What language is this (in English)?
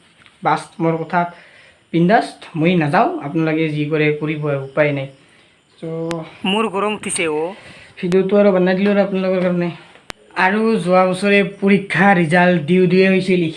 Assamese